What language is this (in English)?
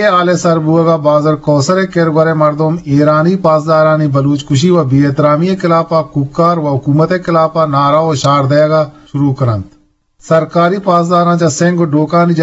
Eastern Balochi